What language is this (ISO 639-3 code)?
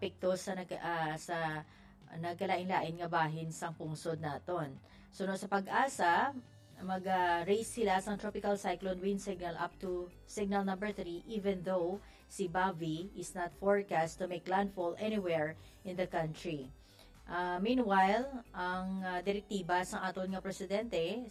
hil